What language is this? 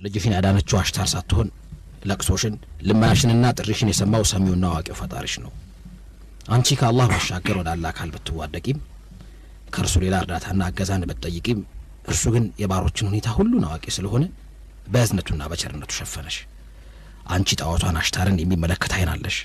Amharic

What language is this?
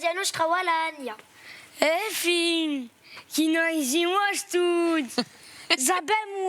Corsican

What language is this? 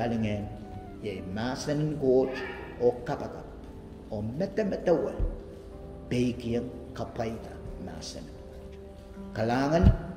Pohnpeian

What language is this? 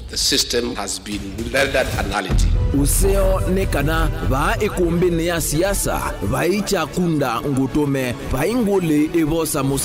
Kamba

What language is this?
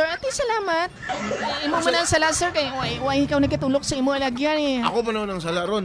Hiligaynon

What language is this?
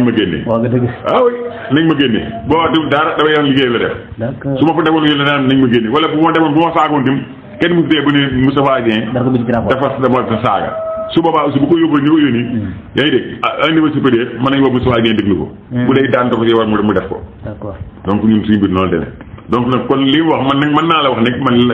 Wolof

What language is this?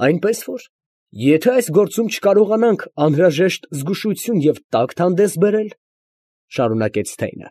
Armenian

